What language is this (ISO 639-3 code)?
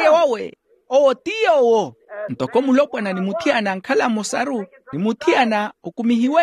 vmw